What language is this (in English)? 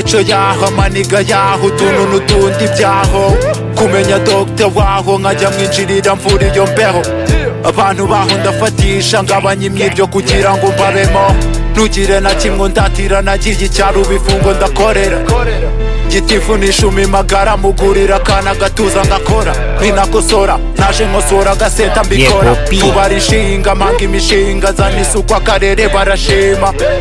Kinyarwanda